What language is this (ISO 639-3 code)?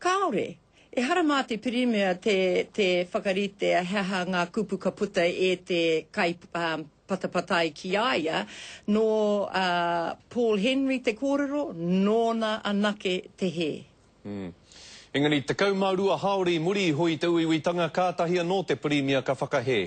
mri